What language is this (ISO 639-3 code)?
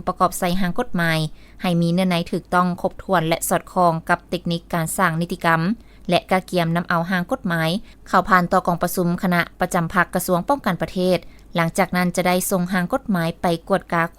lao